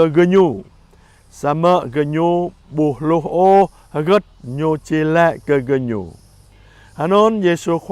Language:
Jarai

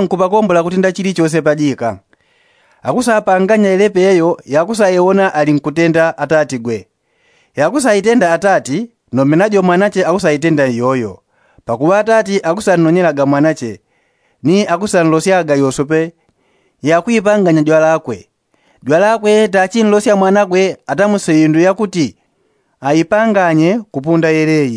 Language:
Yao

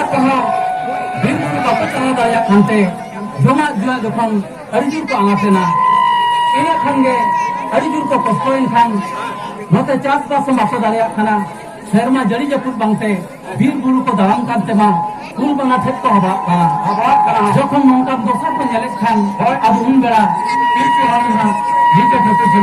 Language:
Santali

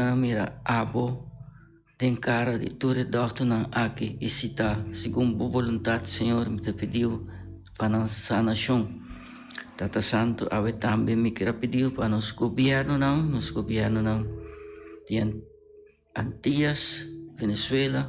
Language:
Papiamento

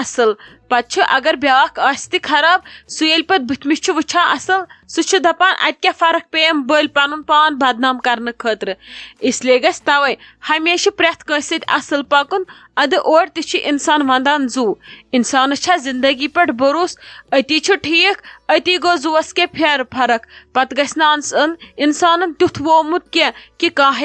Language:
Kashmiri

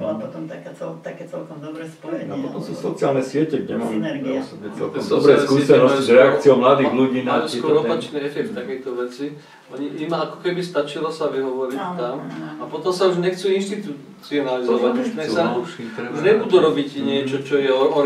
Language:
Slovak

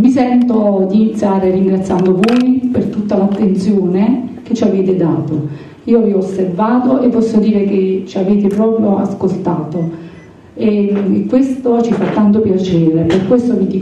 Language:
Italian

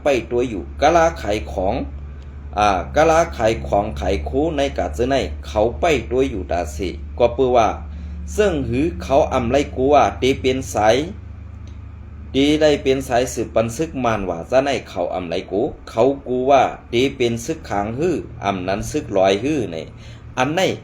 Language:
Shan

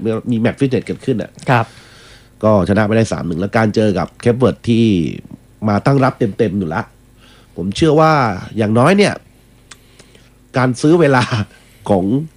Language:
Thai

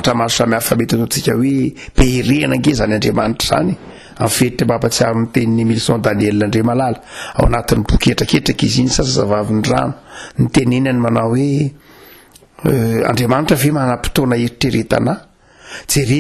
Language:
Malagasy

